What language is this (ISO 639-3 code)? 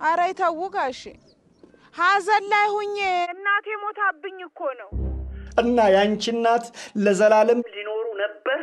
amh